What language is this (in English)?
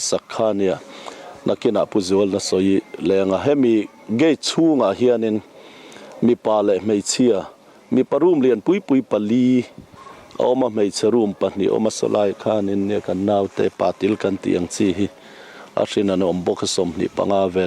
Mizo